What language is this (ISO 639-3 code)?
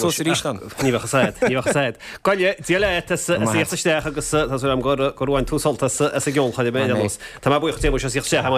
gle